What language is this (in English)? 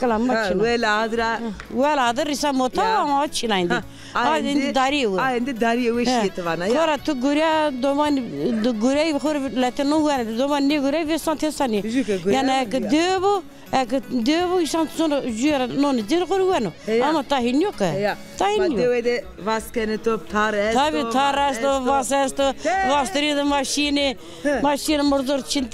Zaza